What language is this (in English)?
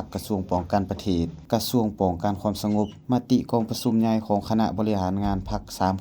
Lao